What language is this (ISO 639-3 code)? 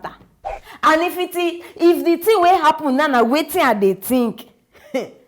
pcm